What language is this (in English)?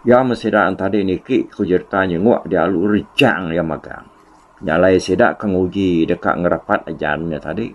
Iban